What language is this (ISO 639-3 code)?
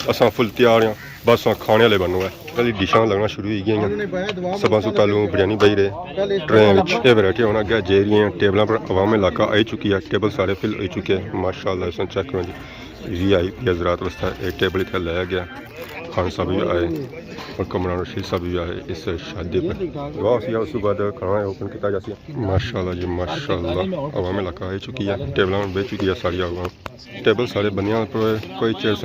phr